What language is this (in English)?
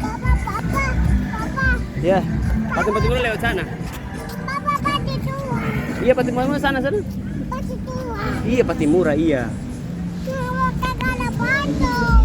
Ambonese Malay